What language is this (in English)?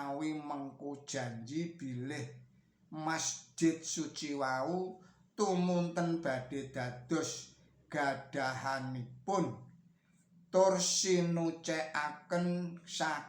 Javanese